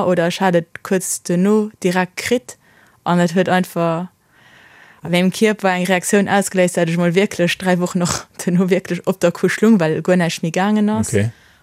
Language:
Luxembourgish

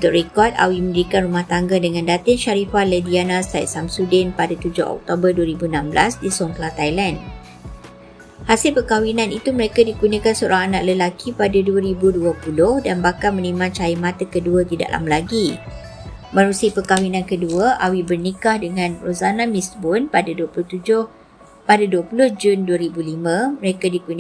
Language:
Malay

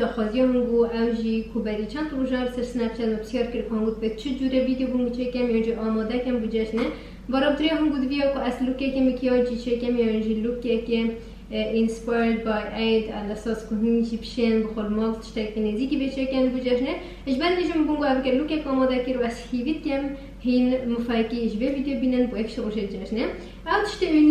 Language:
Kurdish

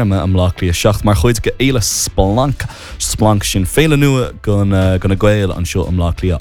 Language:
Irish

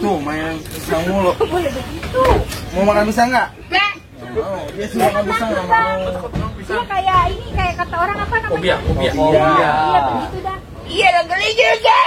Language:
Betawi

